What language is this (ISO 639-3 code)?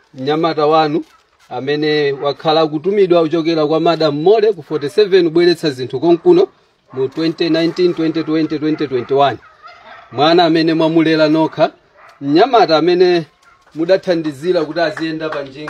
nya